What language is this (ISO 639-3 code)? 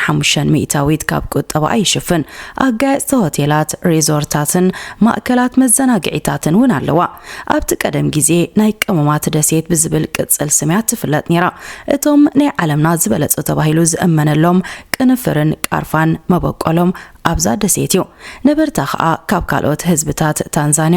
tir